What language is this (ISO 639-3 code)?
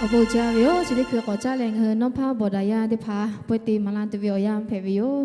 lhu